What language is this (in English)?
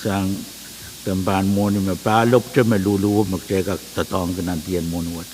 Pohnpeian